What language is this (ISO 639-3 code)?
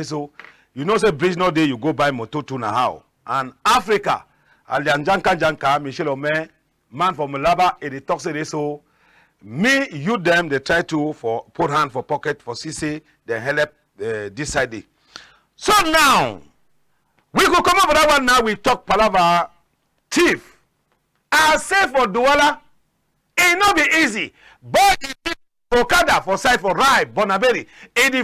wes